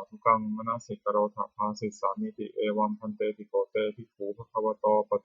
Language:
Pali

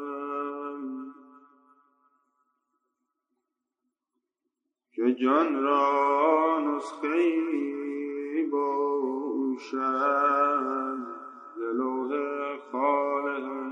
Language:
Persian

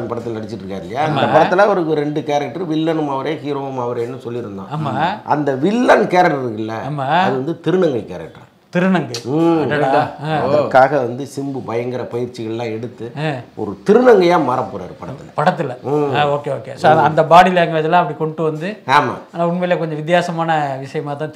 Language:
Tamil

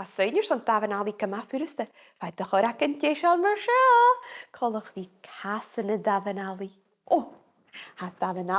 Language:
Scottish Gaelic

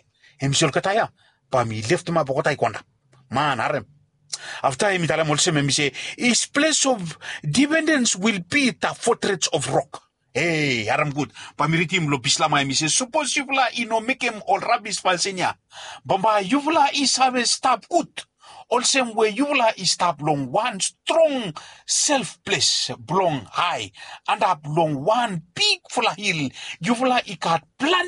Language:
Bislama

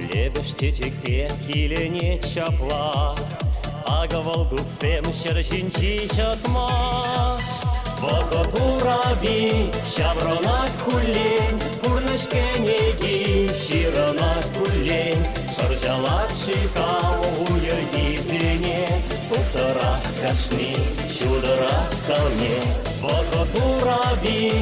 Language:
Chuvash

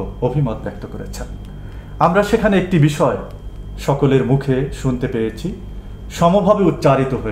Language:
Bangla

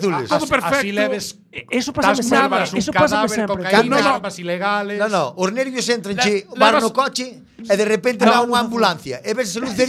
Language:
Galician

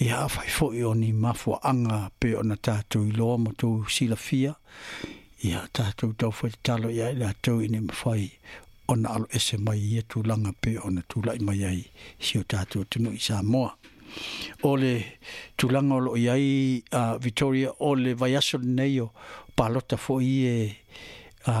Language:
Samoan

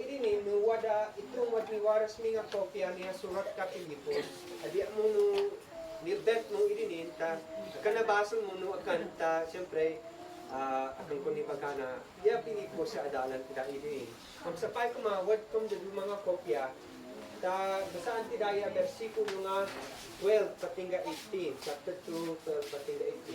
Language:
Isnag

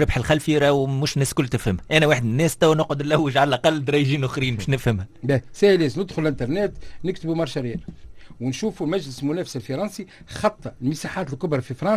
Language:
Tunisian Arabic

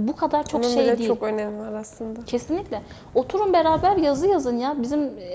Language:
Turkish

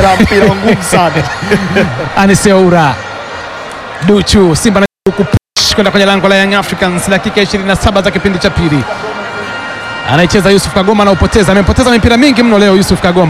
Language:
Swahili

